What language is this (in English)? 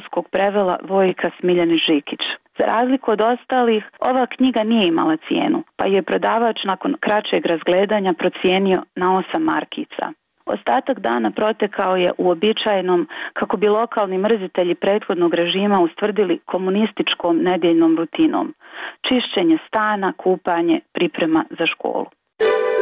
Bosnian